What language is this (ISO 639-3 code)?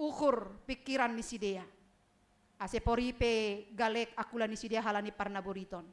bts